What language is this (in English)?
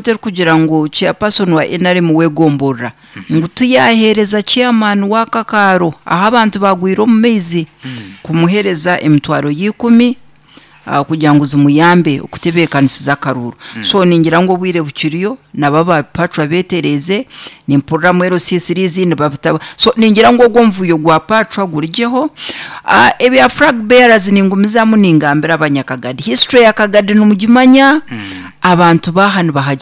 Nyankole